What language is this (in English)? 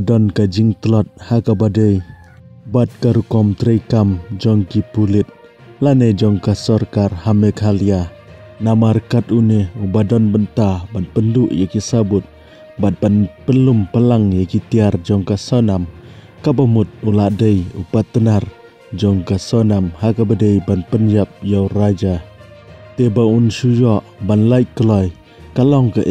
Khasi